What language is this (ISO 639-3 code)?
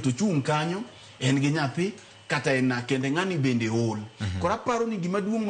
luo